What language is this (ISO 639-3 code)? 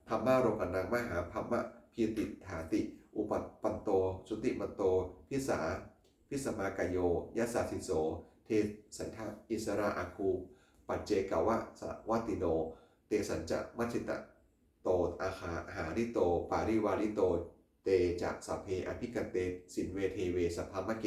pli